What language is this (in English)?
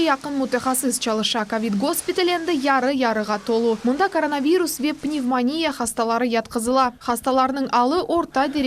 Crimean Tatar